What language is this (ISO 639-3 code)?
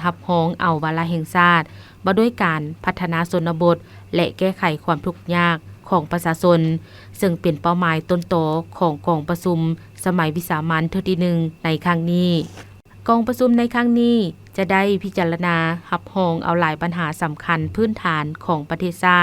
lao